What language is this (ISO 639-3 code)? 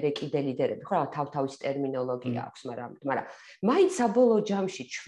kat